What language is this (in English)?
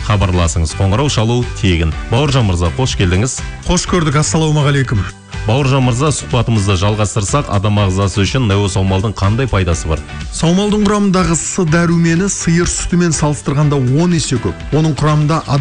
Kazakh